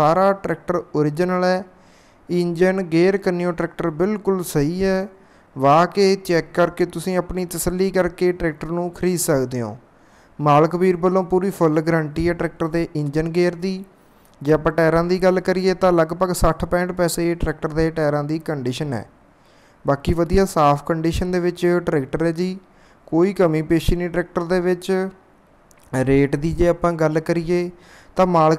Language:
Punjabi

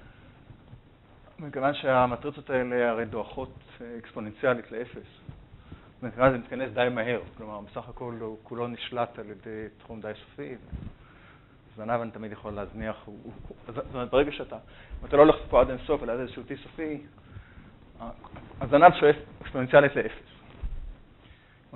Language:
Hebrew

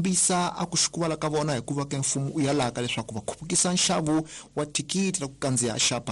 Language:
Tsonga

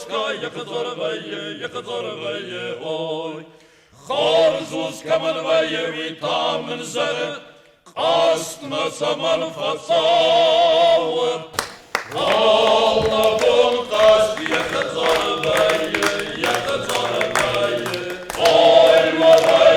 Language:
Ossetic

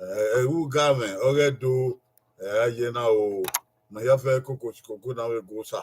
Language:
Bini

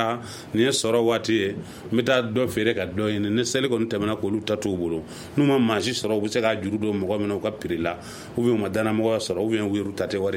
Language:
Bambara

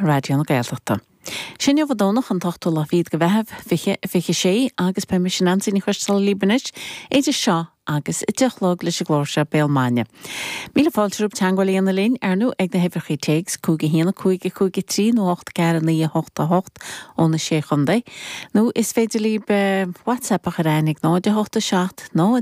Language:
Irish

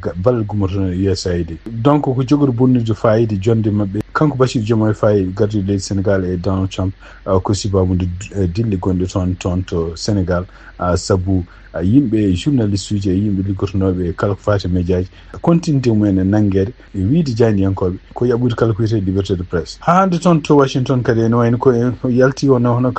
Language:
Fula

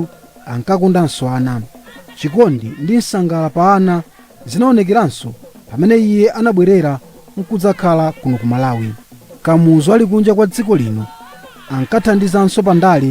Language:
Nyanja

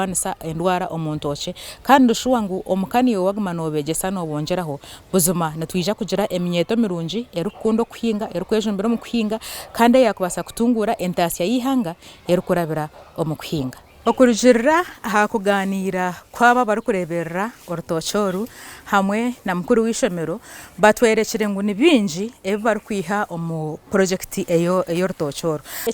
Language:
Nyankole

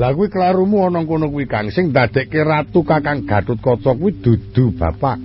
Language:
Javanese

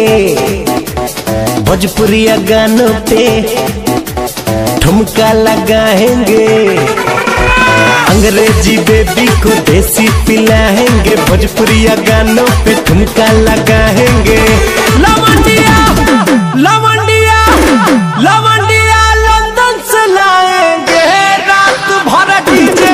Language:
Bhojpuri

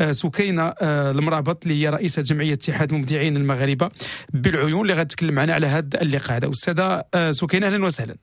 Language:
Moroccan Arabic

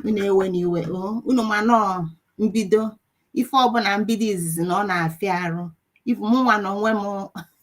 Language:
Igbo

